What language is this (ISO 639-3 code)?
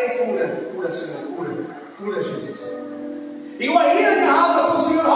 tet